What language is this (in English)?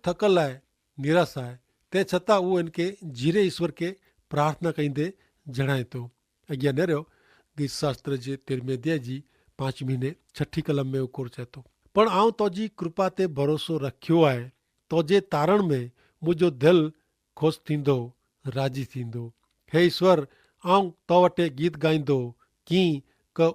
Kachhi